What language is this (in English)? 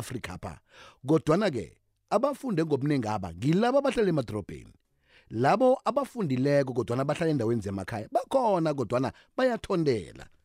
South Ndebele